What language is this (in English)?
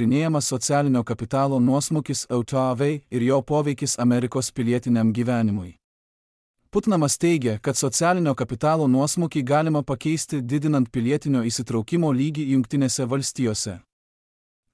Lithuanian